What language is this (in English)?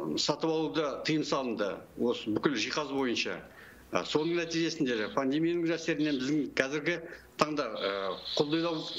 Kazakh